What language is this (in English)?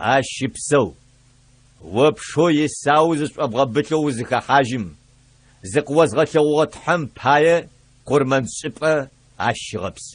Adyghe